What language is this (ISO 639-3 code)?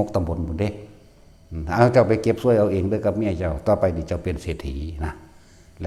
tts